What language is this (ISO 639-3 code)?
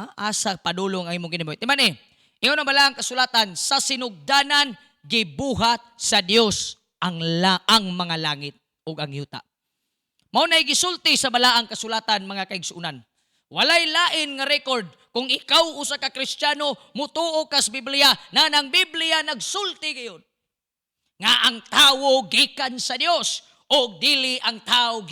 ceb